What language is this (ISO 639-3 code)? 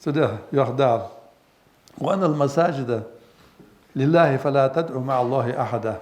inh